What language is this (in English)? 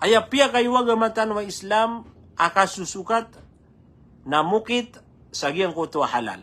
Maranao